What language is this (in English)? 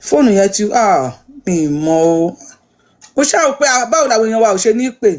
Yoruba